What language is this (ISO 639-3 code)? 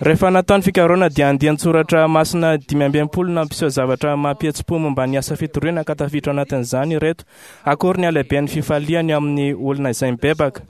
mlg